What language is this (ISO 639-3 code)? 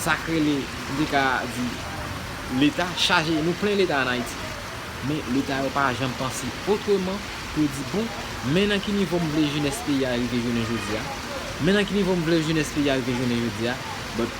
hat